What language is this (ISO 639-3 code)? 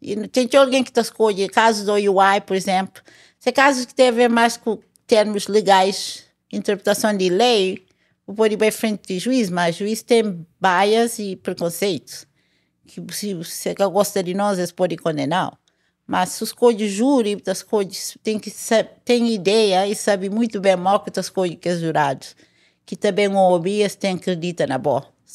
kea